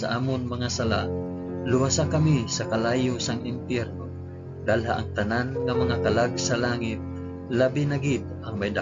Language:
Hiligaynon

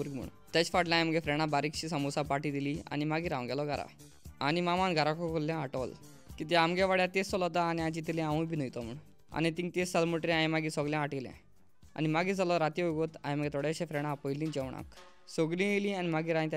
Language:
Konkani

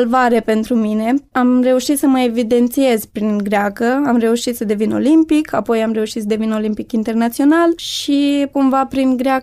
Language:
Romanian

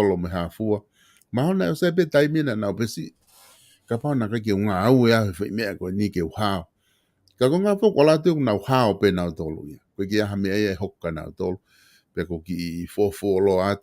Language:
Tongan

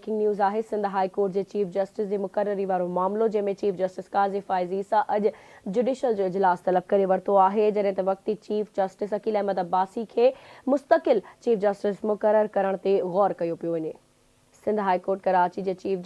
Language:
Sindhi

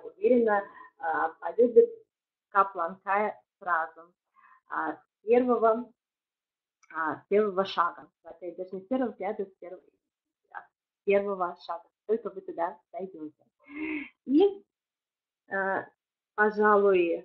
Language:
Russian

